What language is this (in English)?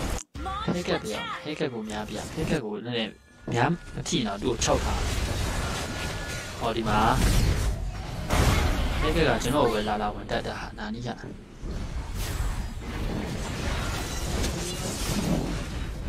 Burmese